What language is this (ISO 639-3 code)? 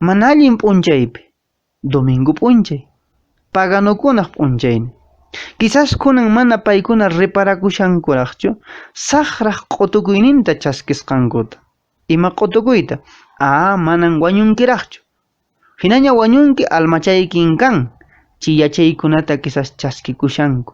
que